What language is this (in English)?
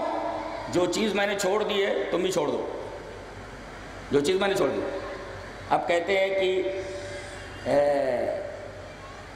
Urdu